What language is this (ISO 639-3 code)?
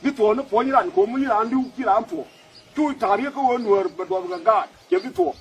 nus